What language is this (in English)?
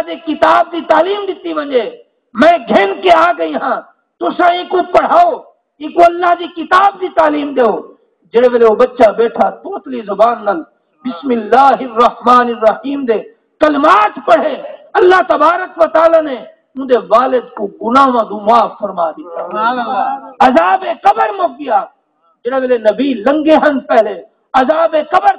Saraiki